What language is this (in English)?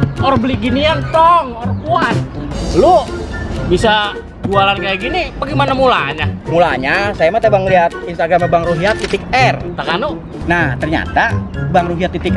Betawi